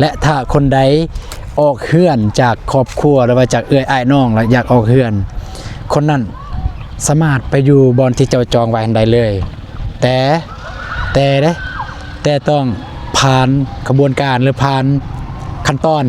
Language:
Lao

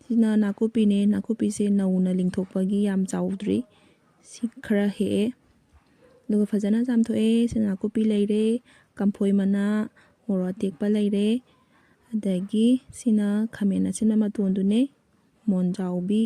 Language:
Manipuri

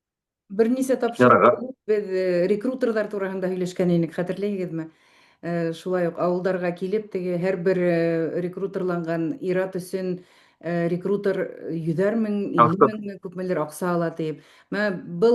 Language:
Bashkir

